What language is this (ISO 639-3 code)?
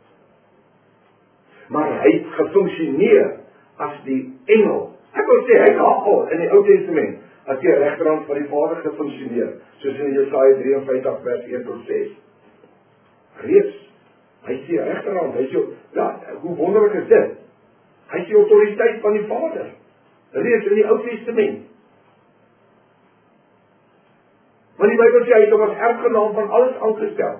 afr